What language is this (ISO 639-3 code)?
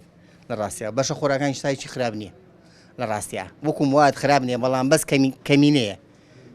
ckb